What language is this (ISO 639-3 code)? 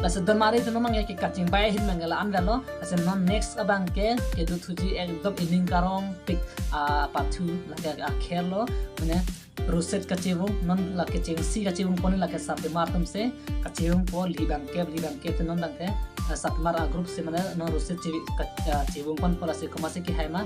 mjw